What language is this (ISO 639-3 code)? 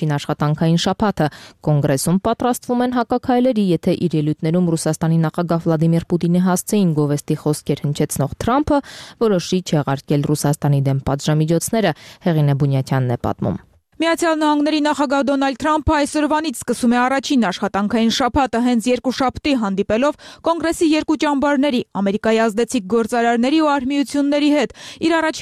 hye